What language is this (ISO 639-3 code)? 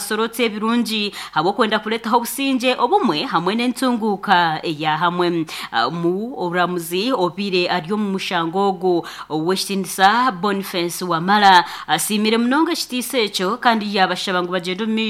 nyn